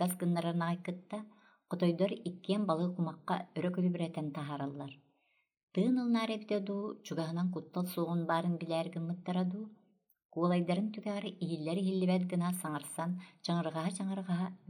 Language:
Yakut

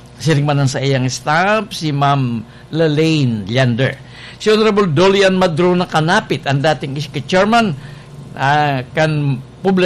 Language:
Bikol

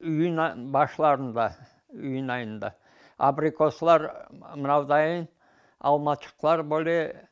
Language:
Crimean Tatar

